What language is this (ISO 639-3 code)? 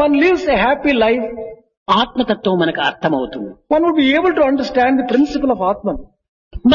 tel